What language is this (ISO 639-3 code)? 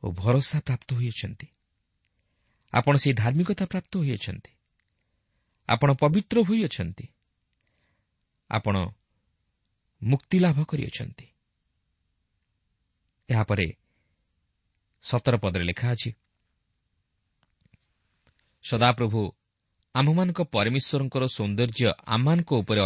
ori